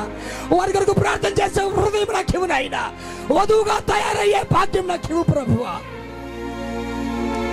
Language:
Telugu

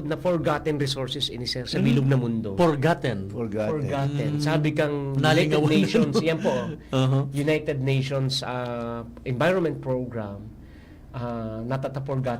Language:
Bikol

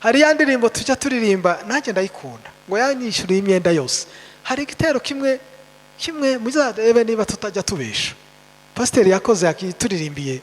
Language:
Kinyarwanda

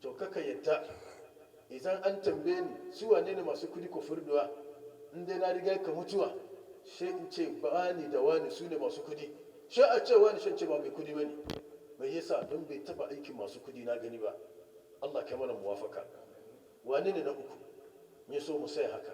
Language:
Hausa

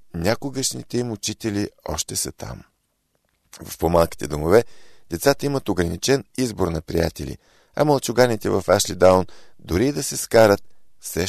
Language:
Bulgarian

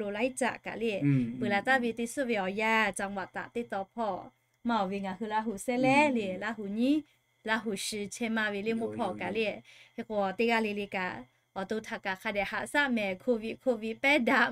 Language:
Lahu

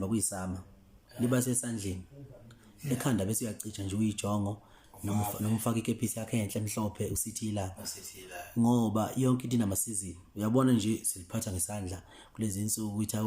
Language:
Zulu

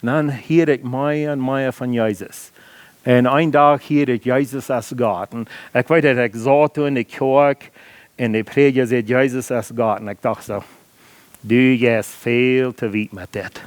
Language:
Plautdietsch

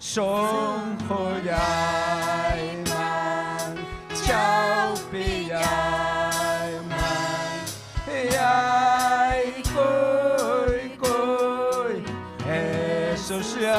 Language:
Ayacucho Quechua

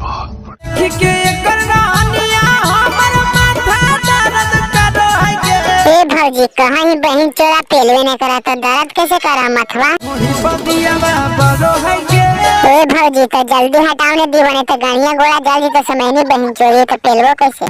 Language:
Magahi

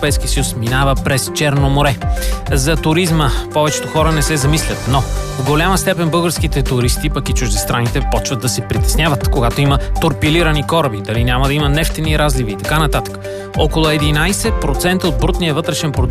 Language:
Bulgarian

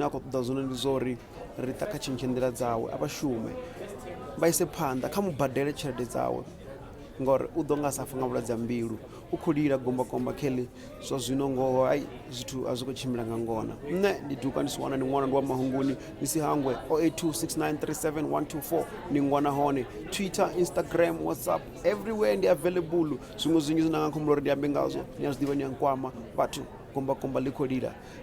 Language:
Venda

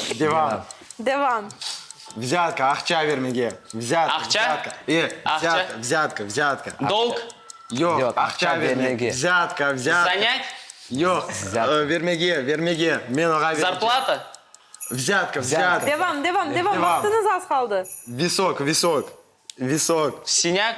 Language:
Crimean Tatar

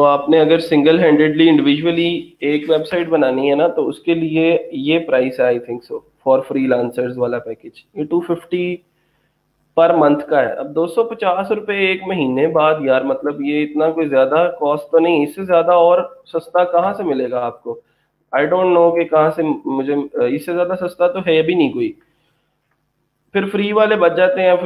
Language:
Hindi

